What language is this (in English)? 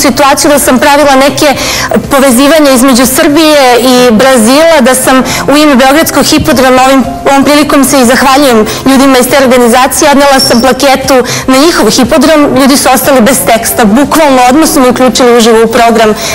Serbian